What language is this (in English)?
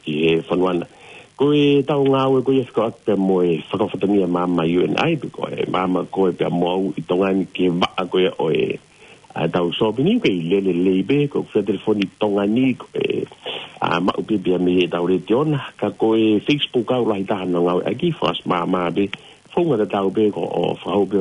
Tongan